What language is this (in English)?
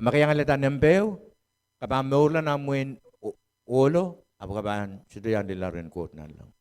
Pohnpeian